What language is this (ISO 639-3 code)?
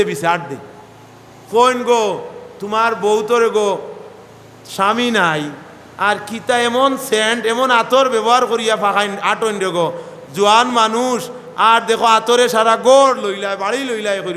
syl